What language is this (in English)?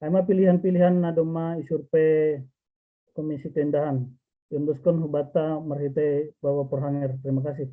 Batak Simalungun